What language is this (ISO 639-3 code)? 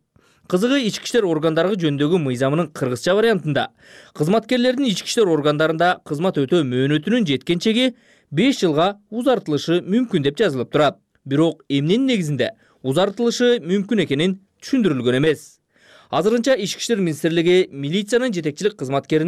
kir